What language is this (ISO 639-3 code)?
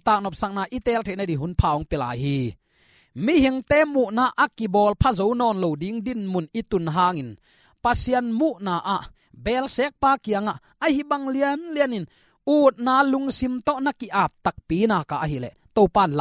ctd